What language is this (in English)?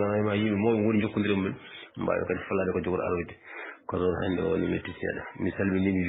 Fula